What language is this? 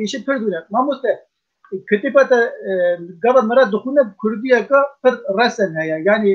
Kurdish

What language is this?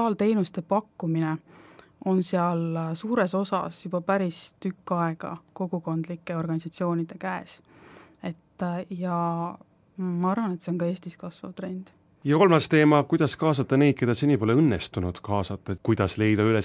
Estonian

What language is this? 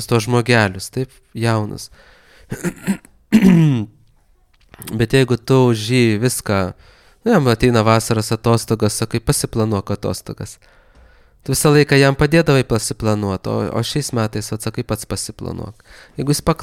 Lithuanian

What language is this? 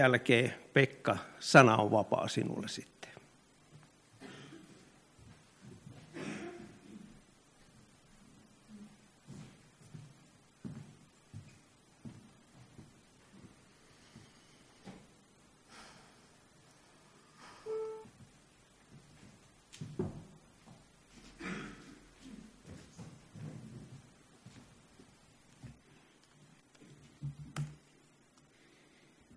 Finnish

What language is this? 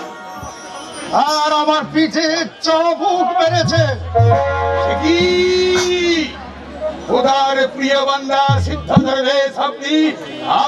Bangla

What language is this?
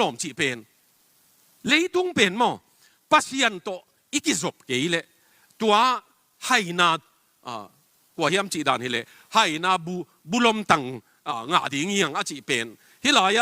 Tedim Chin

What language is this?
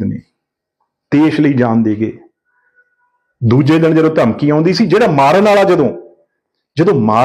Punjabi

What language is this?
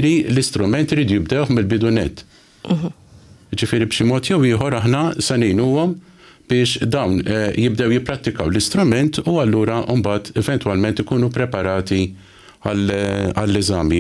Maltese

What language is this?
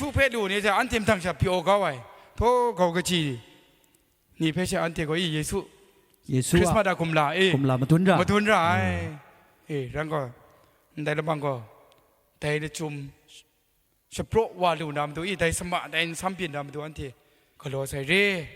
Kachin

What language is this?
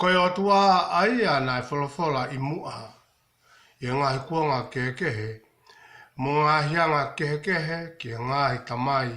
Tongan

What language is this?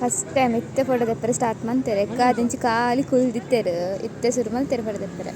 Tulu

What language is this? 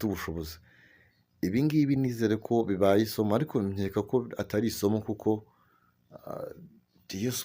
Kinyarwanda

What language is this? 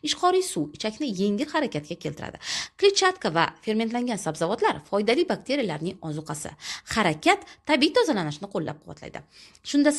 Uzbek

